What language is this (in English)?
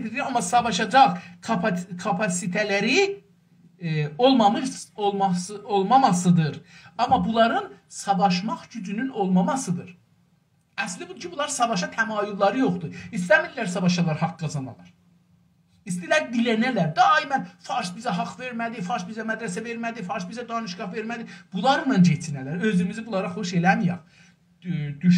South Azerbaijani